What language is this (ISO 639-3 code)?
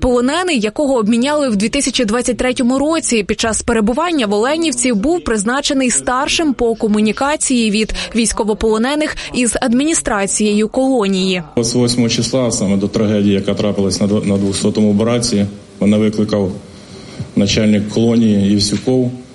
ukr